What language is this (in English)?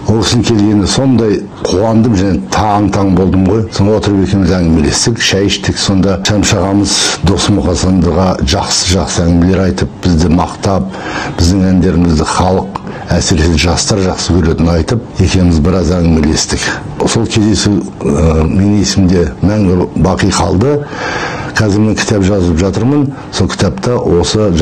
Kazakh